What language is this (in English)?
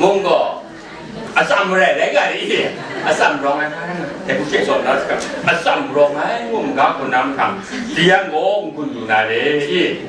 Kachin